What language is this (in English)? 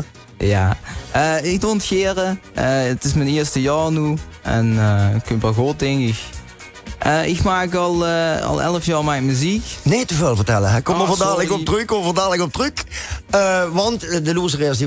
Limburgish